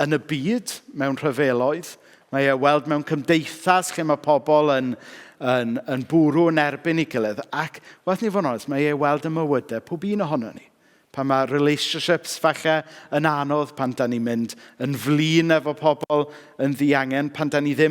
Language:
Welsh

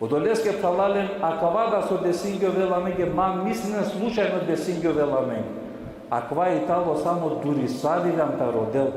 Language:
Balkan Romani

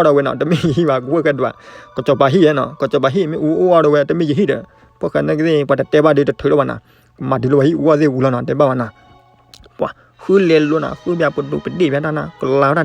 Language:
S'gaw Karen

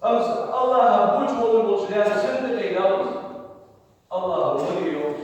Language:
Ingush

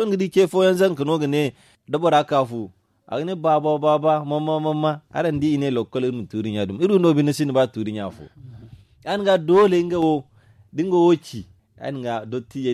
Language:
Zarma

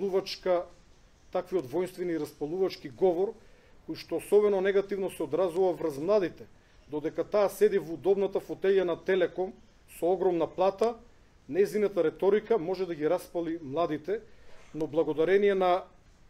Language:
Macedonian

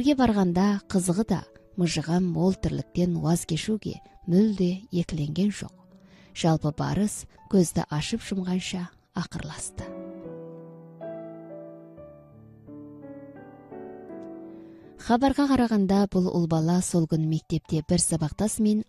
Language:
Kazakh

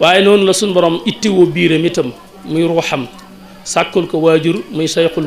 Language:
Wolof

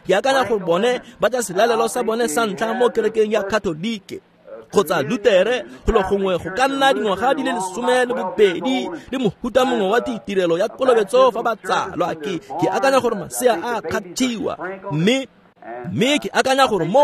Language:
Tswana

